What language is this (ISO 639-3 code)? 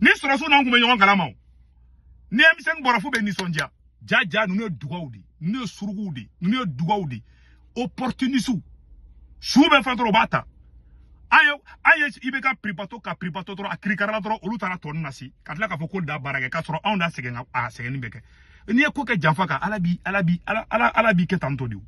bam